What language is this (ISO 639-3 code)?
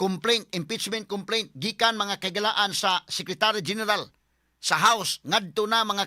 ceb